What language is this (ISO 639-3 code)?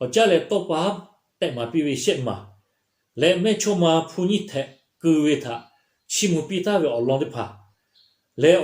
lhu